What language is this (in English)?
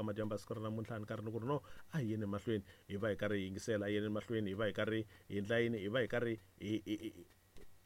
Tsonga